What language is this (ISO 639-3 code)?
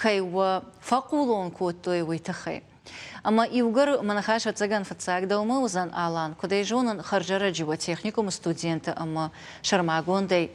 oss